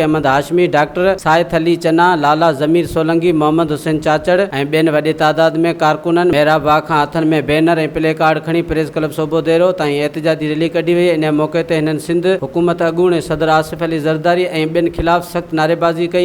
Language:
Sindhi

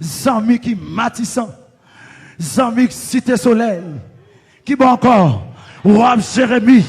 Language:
Haitian Creole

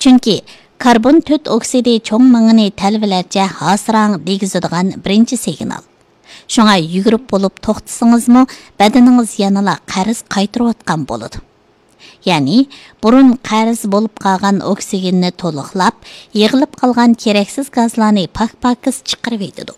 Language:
Uyghur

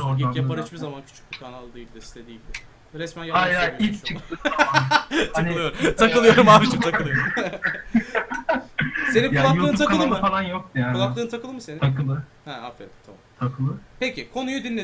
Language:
Turkish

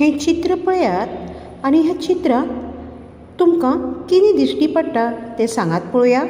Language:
Konkani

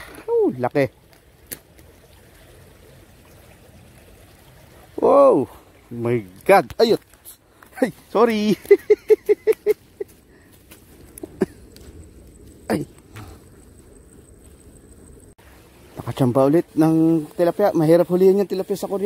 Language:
Filipino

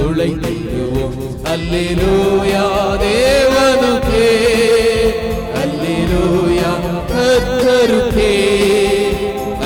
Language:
Tamil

